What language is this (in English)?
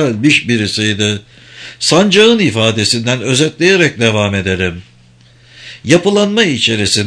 Turkish